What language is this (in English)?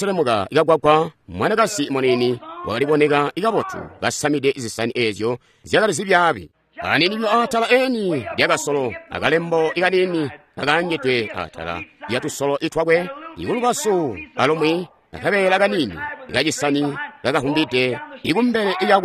Tonga (Zambia)